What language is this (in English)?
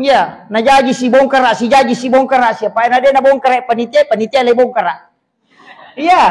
Buginese